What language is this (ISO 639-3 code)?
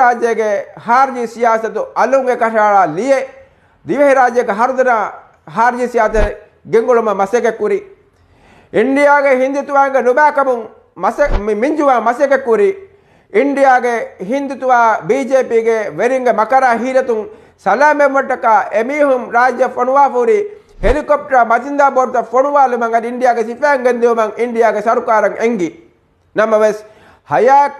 div